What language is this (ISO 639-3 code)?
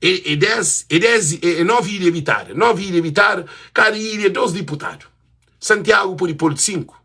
kea